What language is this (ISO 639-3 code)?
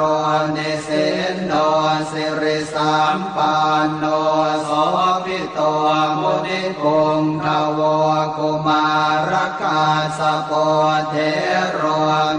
pli